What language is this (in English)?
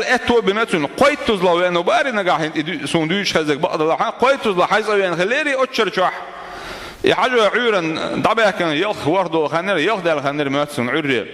Chechen